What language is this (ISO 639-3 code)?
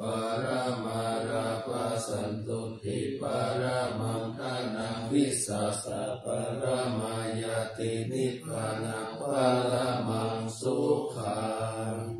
pli